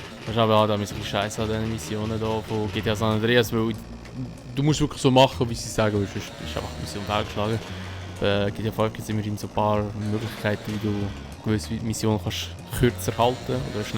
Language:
Swiss German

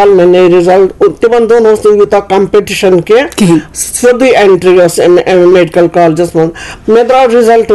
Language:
Kashmiri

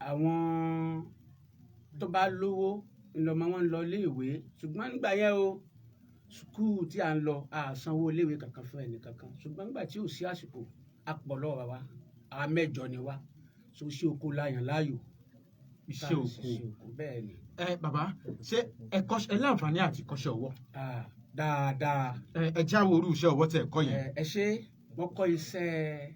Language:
Yoruba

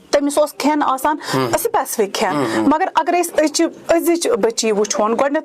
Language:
Kashmiri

